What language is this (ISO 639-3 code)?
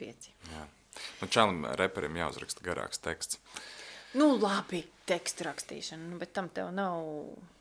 lav